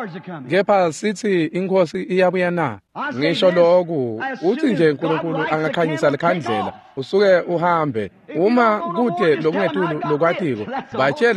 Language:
Swati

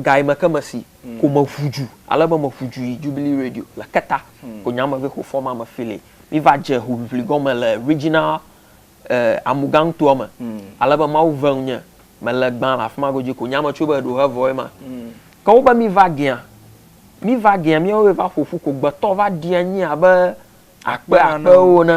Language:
Ewe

